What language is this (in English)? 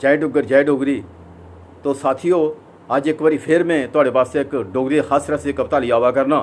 Dogri